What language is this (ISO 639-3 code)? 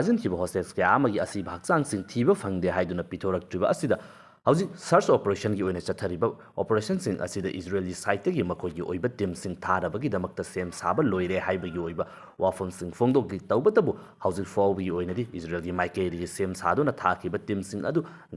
mni